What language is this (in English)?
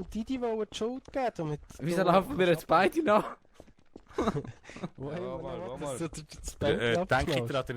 Swiss German